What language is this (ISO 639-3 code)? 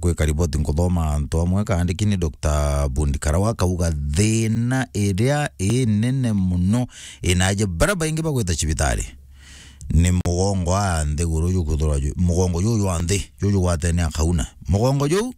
mer